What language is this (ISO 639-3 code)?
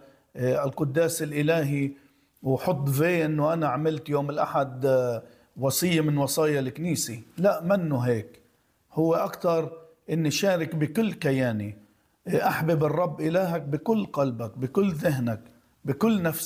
apc